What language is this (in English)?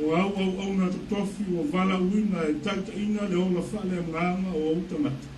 Samoan